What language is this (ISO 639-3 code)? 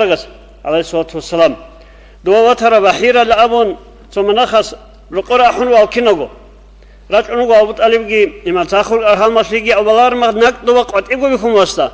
ava